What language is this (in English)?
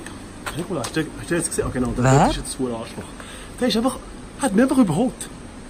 Swiss German